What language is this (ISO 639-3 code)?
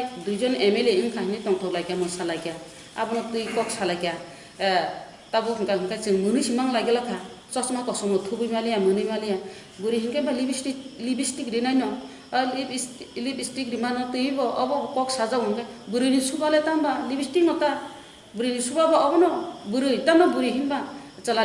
trp